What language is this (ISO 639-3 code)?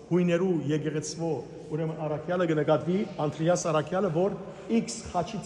hyw